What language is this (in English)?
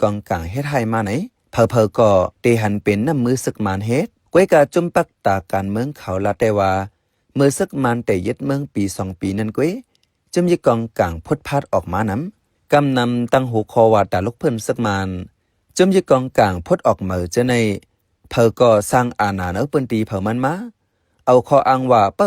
Shan